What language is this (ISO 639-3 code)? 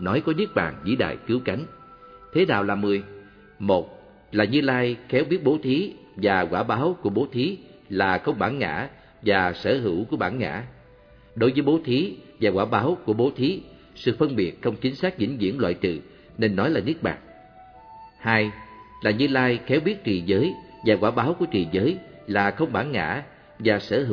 vie